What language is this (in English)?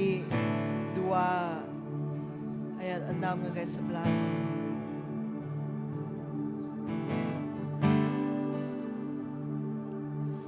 Iban